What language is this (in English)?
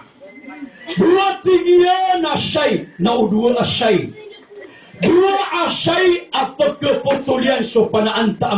Maranao